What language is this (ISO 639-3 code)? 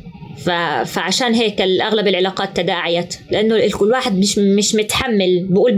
apc